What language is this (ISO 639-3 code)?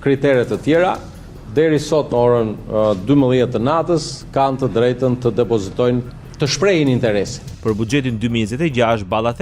sqi